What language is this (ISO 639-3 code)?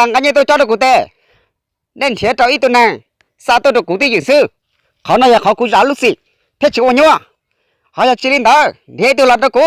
hmn